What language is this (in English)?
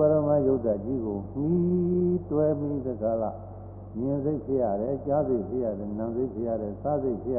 Burmese